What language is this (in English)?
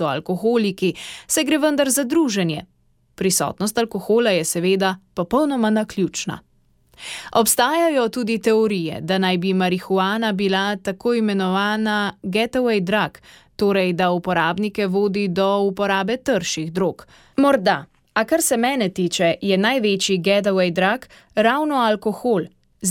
Slovenian